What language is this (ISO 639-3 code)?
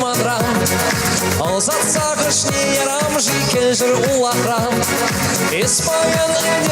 chv